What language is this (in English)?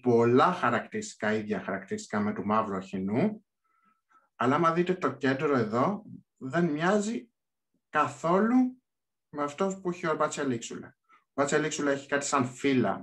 Greek